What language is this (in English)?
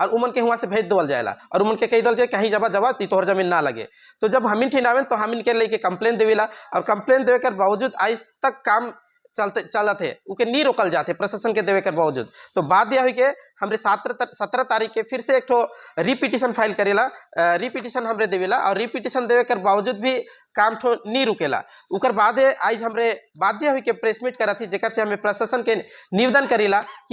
Sadri